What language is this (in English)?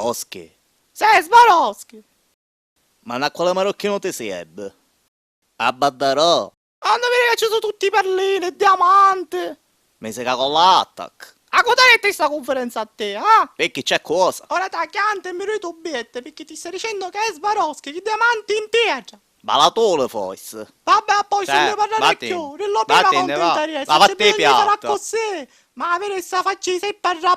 Sicilian